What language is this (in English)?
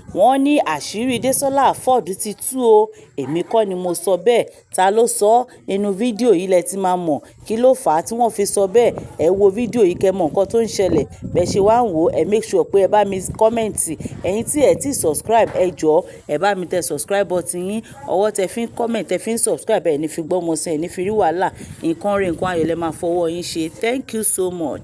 Yoruba